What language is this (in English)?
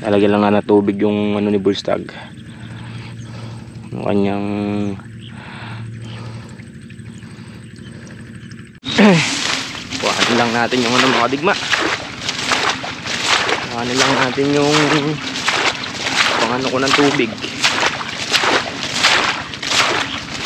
Filipino